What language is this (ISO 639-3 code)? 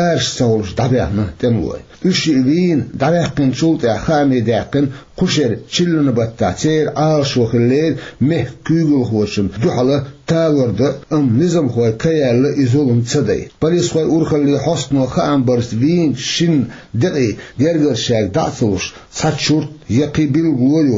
che